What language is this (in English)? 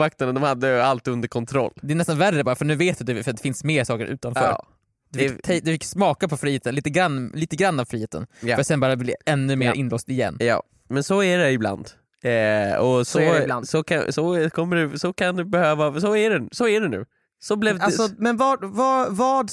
Swedish